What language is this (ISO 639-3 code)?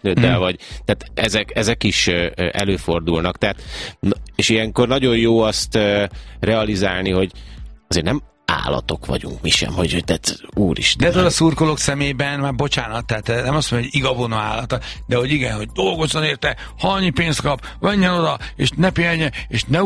hun